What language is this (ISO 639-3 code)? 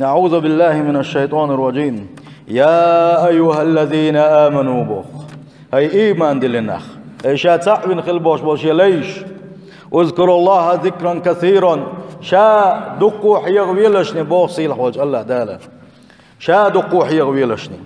che